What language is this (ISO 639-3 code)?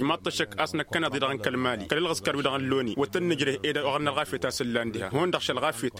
taq